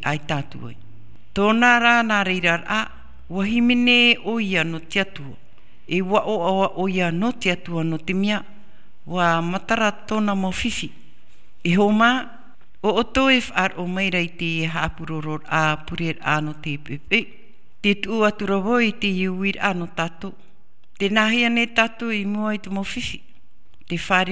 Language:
Tahitian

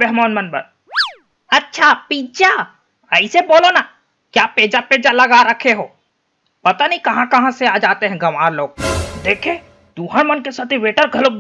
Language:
Chhattisgarhi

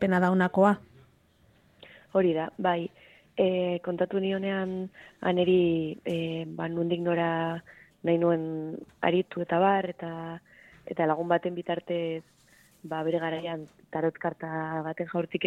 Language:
Basque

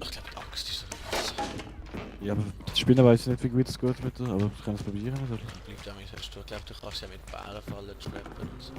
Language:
Swiss German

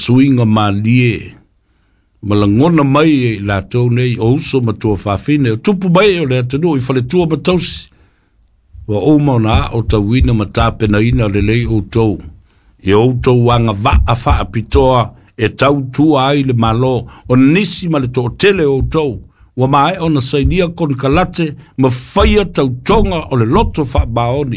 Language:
Samoan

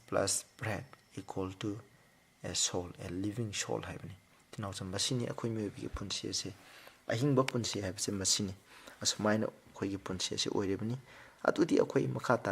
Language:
Manipuri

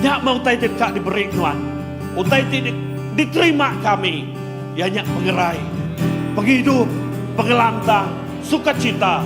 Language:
Iban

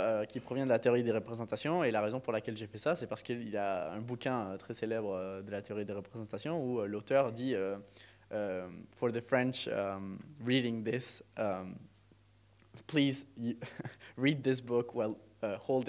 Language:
French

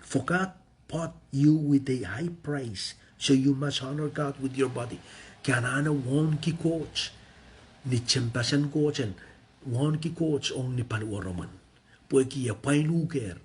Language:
Pohnpeian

